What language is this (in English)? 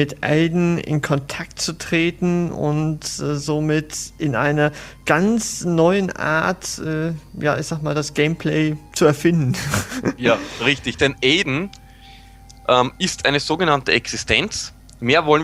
German